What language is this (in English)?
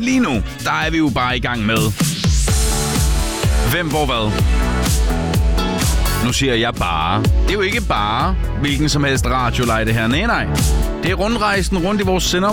Danish